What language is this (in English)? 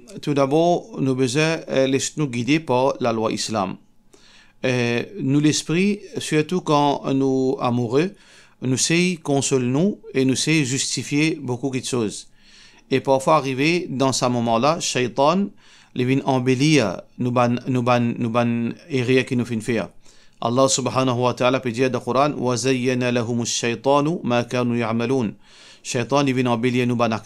Morisyen